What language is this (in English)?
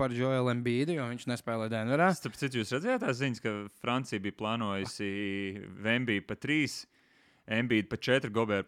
Latvian